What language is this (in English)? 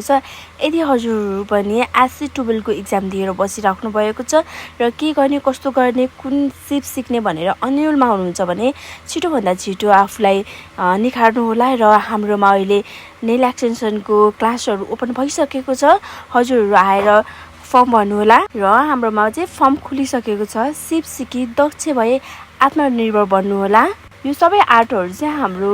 Nepali